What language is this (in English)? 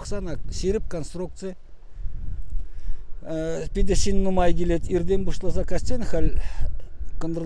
Chuvash